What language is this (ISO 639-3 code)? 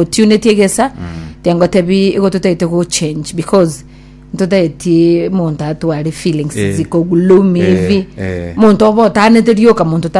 guz